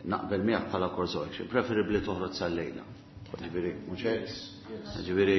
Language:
Maltese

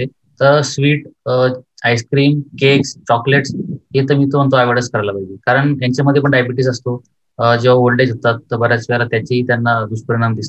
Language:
Marathi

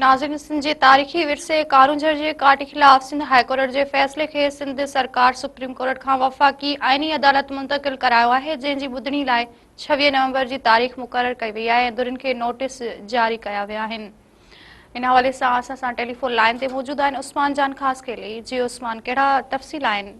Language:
Sindhi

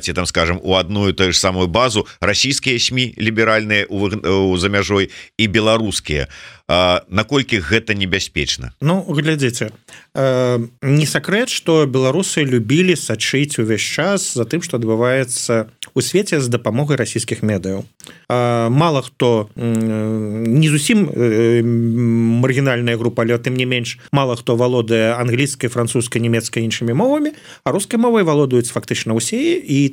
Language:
Belarusian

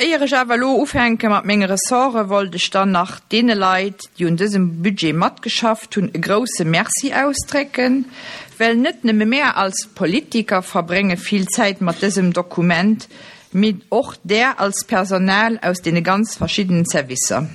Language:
Luxembourgish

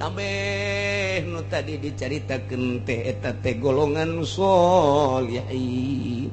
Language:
Sundanese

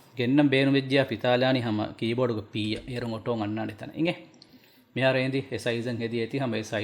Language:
Divehi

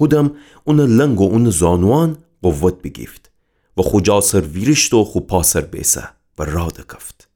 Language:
Gilaki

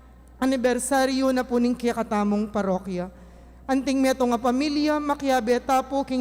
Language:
Pampanga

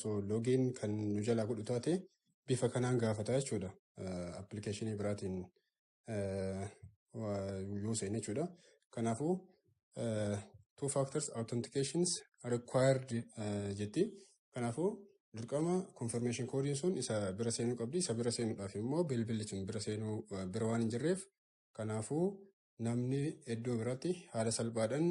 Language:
Oromo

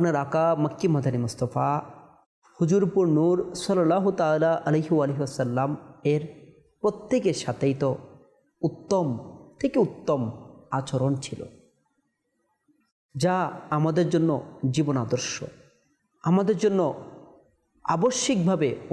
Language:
Bangla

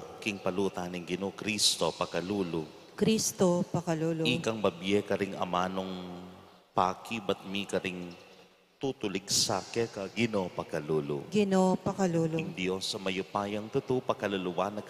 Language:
Pampanga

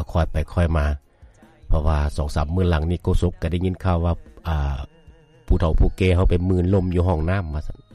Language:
Lao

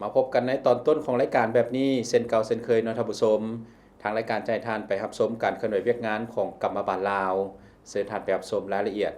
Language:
Lao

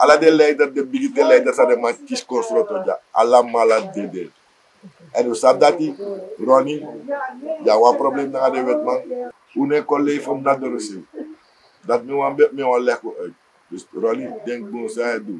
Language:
Sranan Tongo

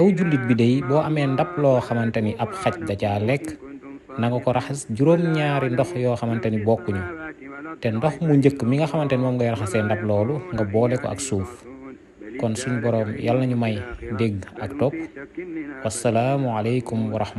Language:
Wolof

